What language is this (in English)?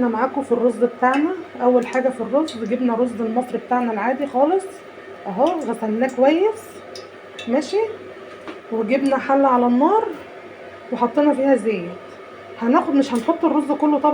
Egyptian Arabic